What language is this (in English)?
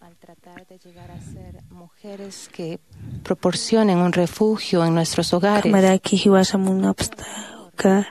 Aymara